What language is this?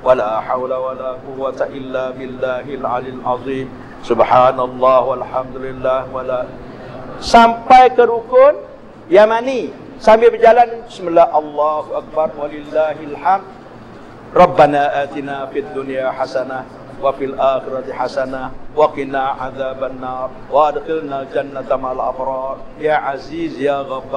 Malay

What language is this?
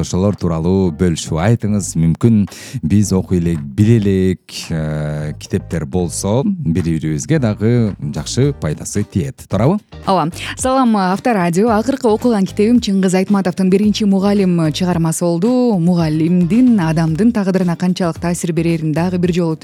Kyrgyz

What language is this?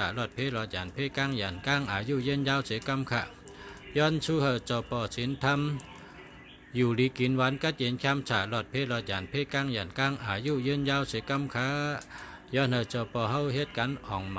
Shan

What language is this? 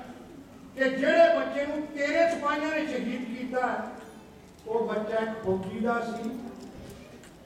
Punjabi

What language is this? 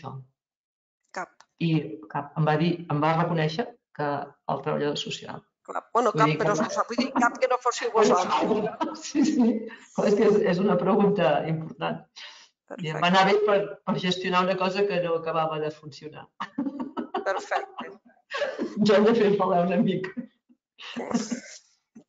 Catalan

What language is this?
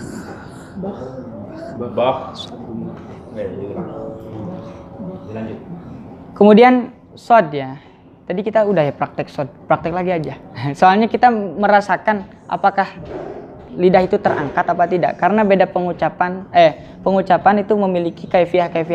Indonesian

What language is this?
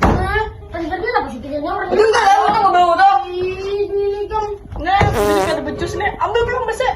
Banjar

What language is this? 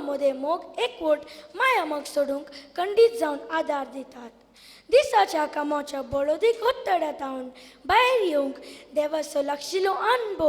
Konkani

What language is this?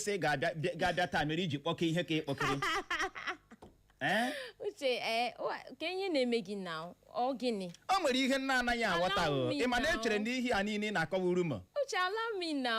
Igbo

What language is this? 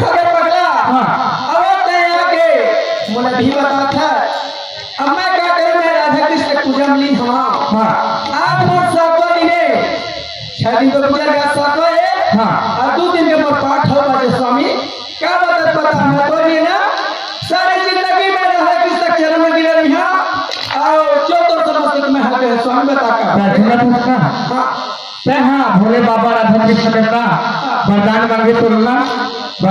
Chhattisgarhi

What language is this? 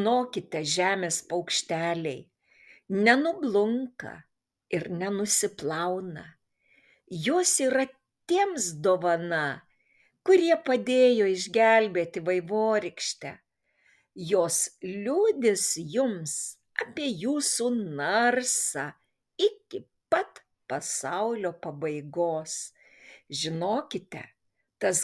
Lithuanian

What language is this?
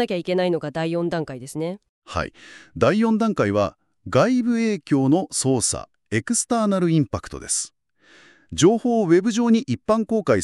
Japanese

